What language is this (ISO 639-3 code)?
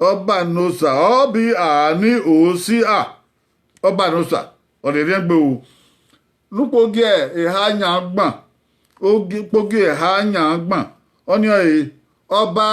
bin